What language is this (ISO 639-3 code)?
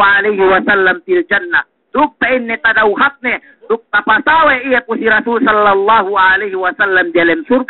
yka